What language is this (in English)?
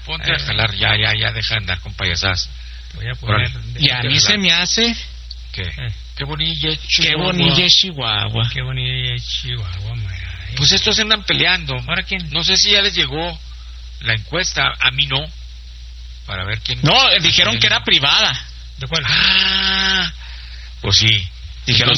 Spanish